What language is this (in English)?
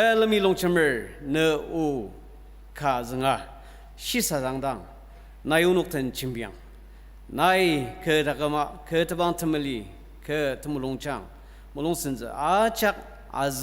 Ao Naga